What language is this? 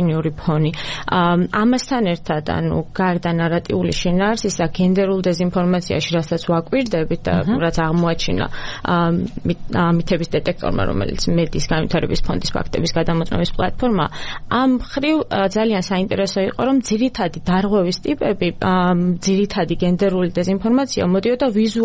Georgian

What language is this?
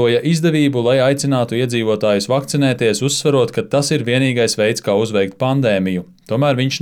Latvian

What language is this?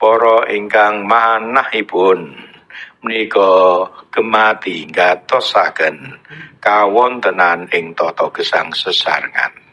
Javanese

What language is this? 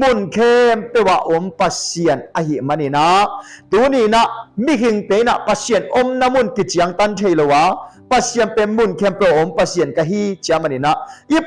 Tedim Chin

